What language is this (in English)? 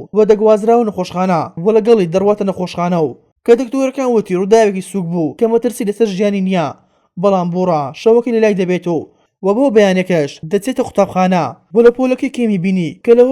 Central Kurdish